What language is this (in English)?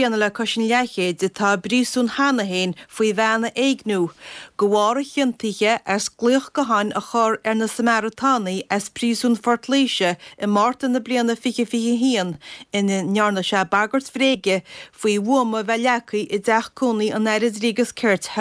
Irish